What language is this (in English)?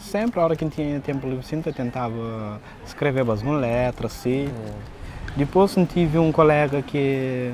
Kabuverdianu